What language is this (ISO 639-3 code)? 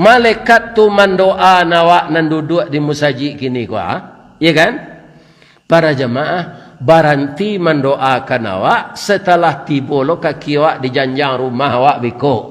min